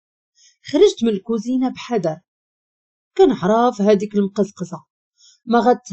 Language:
Moroccan Arabic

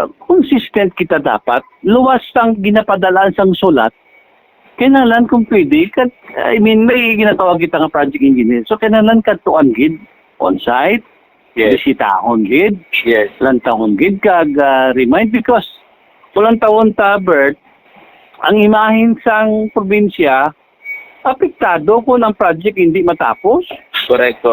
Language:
Hiligaynon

